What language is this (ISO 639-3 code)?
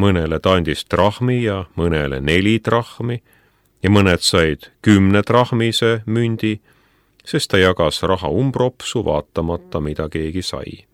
est